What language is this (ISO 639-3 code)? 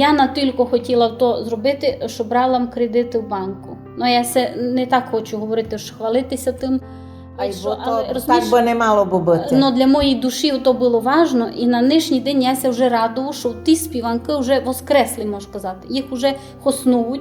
rue